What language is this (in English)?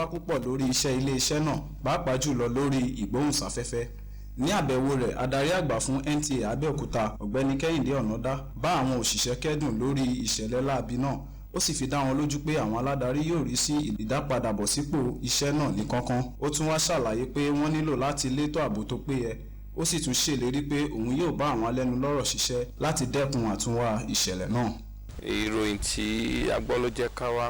Yoruba